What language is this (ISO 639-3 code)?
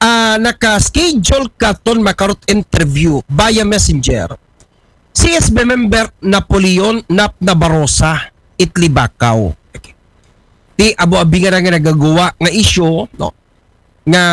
akl